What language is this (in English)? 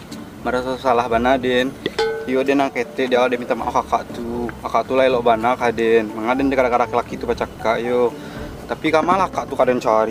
Minangkabau